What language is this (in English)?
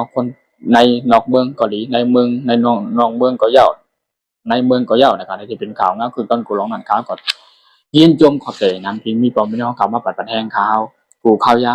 Shan